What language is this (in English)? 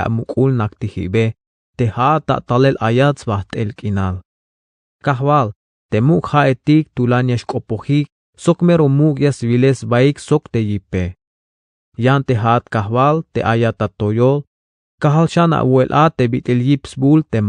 Tzeltal